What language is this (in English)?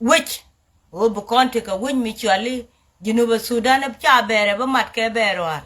Nuer